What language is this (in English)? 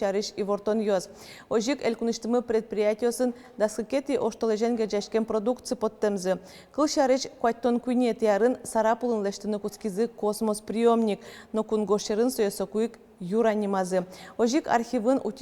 Udmurt